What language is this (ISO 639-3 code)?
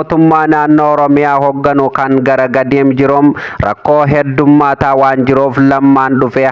orm